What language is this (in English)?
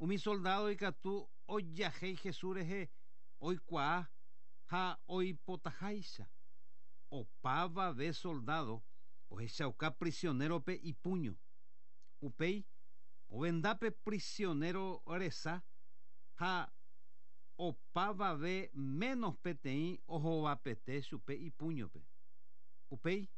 Guarani